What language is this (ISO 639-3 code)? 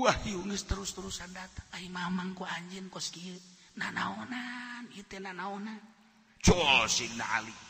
sun